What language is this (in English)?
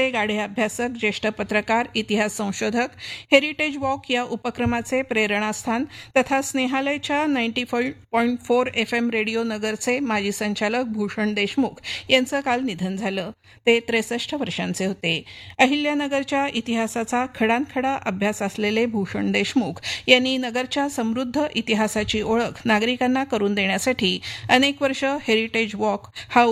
Marathi